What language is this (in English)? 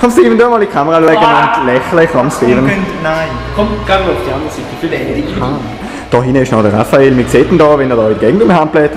Swiss German